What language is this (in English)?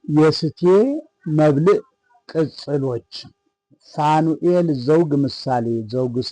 Amharic